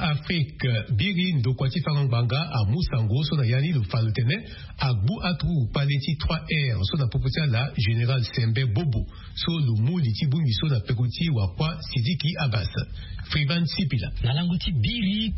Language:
Sango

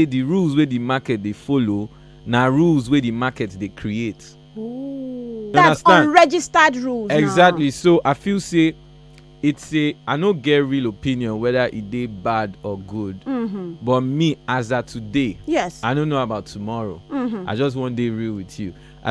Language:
Nigerian Pidgin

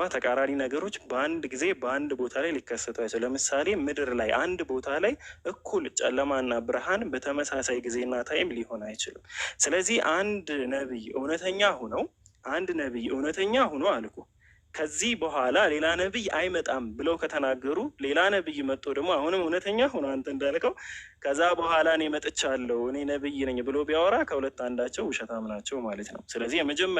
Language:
Amharic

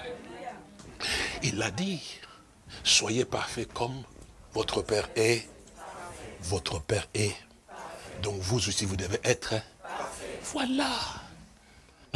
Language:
French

